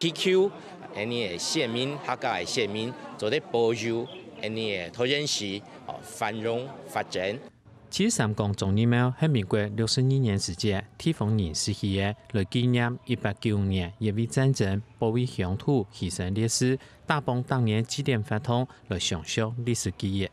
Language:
Hakka Chinese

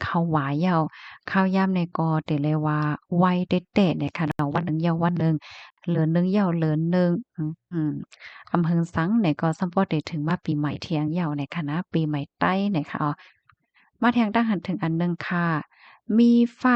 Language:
Shan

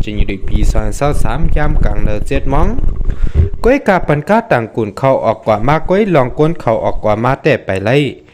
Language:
Shan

